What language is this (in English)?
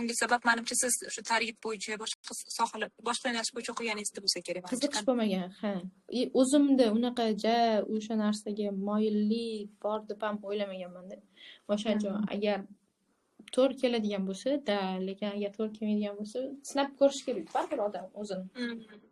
Uzbek